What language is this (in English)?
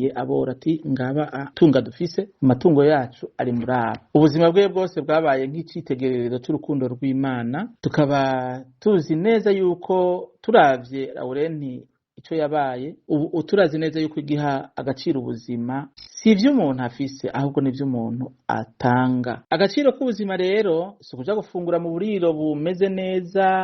Rundi